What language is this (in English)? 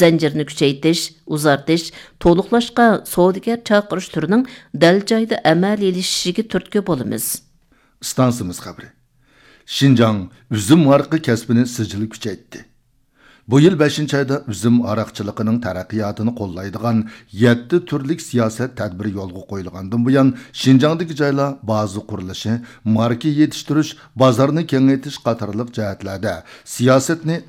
Uyghur